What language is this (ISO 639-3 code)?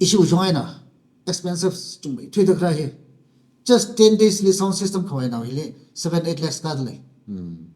nmf